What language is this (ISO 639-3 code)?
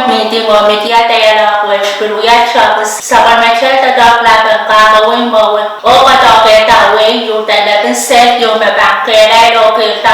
pon